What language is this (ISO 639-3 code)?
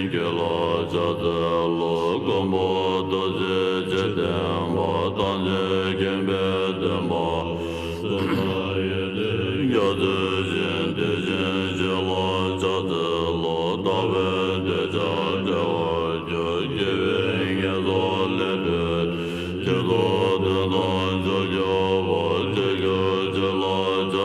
kdh